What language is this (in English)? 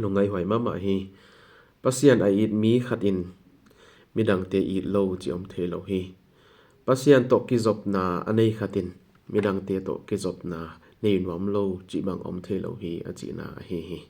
Tedim Chin